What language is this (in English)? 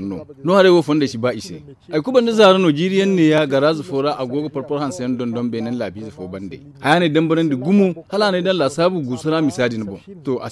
Zarma